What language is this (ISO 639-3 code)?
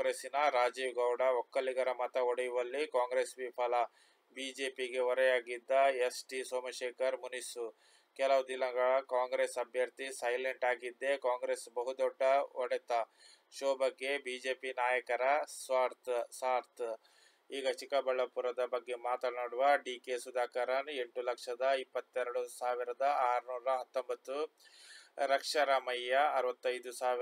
kan